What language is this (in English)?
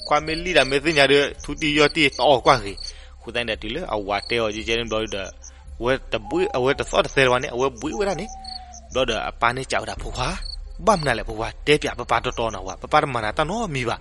S'gaw Karen